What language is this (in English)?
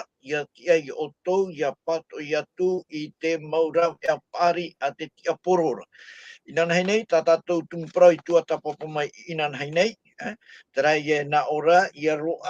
Tahitian